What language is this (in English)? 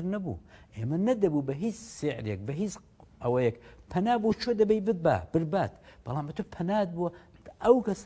Central Kurdish